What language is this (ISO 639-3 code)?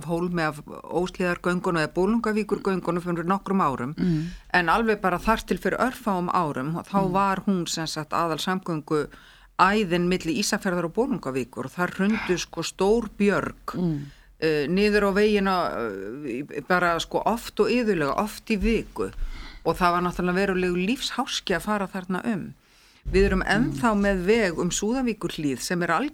isl